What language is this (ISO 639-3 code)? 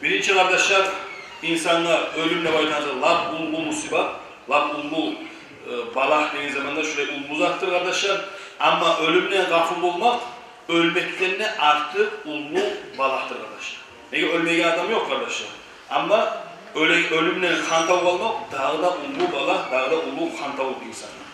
kum